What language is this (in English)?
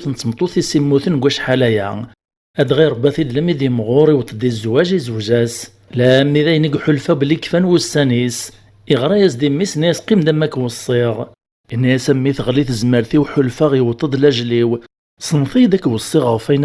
Kabyle